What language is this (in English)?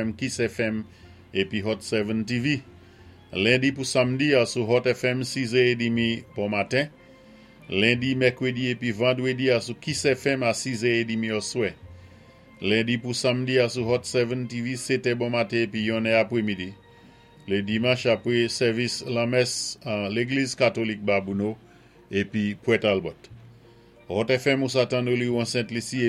Saint Lucian Creole French